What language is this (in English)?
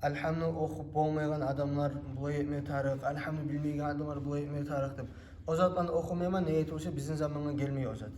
Kumyk